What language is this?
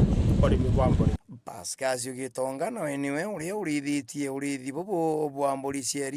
Meru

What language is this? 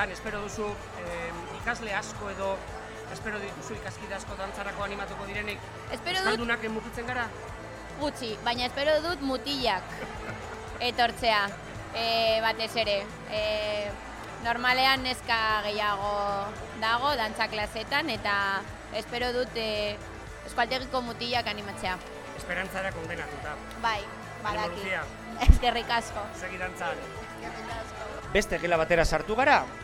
Basque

